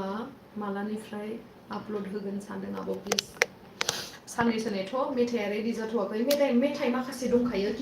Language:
Bodo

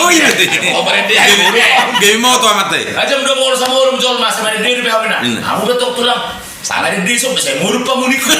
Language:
Batak Toba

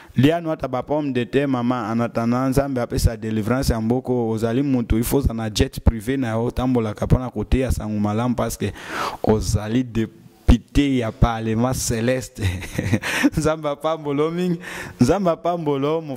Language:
Lingala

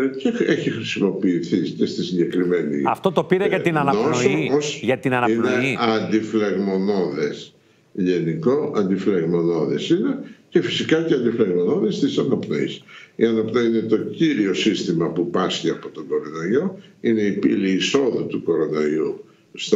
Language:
Greek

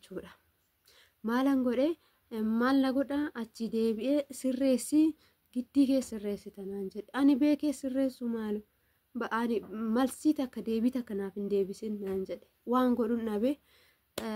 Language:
Oromo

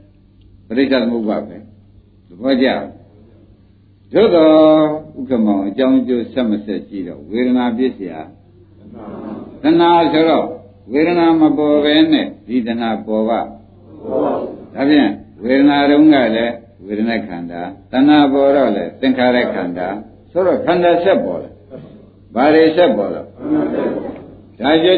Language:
Burmese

